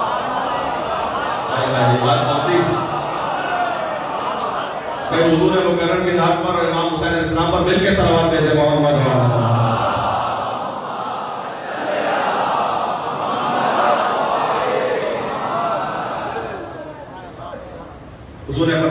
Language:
Urdu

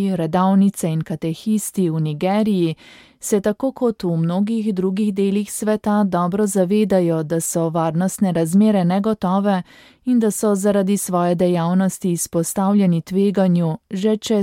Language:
Slovenian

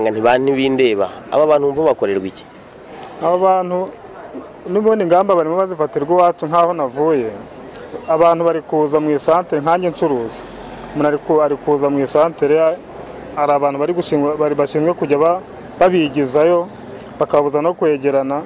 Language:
Kinyarwanda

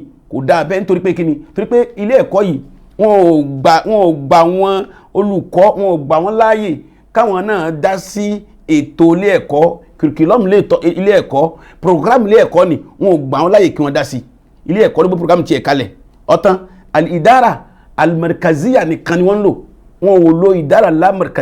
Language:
Yoruba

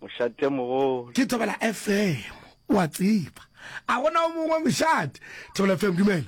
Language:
Northern Sotho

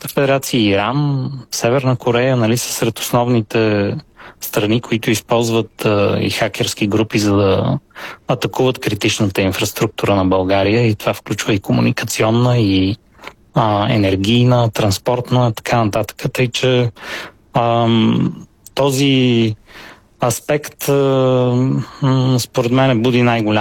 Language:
Bulgarian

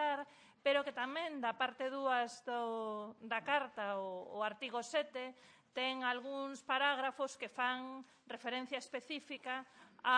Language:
Galician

